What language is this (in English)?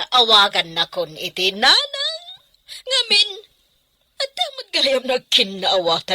Iloko